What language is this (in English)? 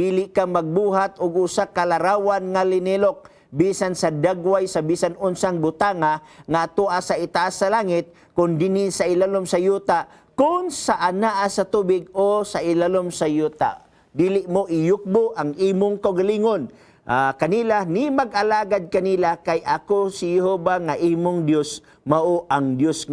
Cebuano